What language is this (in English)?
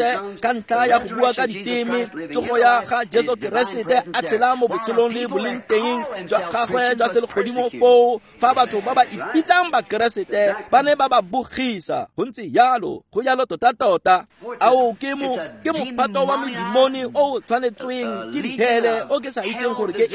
Tswana